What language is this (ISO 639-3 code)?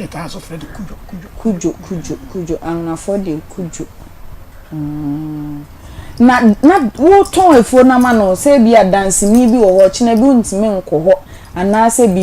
aka